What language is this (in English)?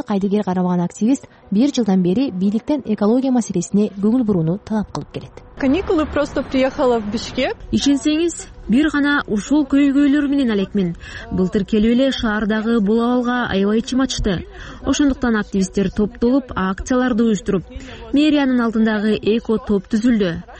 Kyrgyz